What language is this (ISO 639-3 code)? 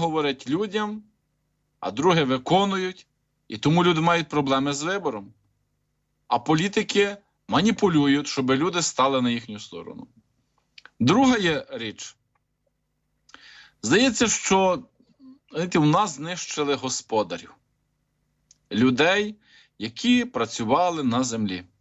ukr